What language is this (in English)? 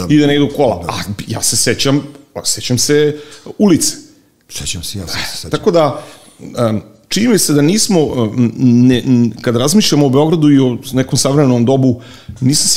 Serbian